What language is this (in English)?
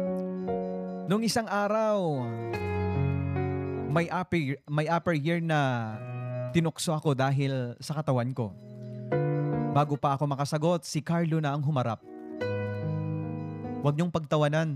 Filipino